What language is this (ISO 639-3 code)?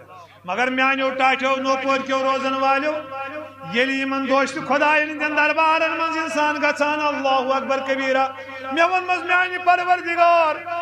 kas